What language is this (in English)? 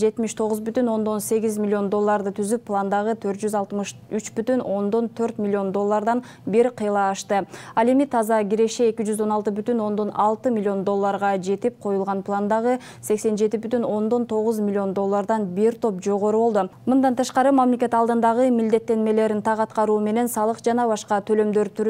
Kyrgyz